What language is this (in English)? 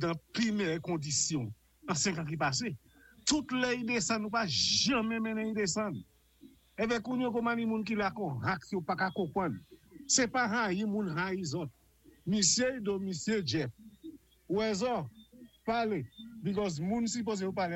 Saint Lucian Creole French